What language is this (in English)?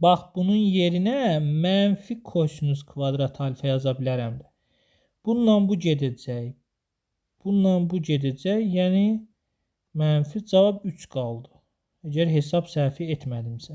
Azerbaijani